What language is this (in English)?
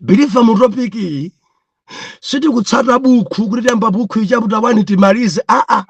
Nyanja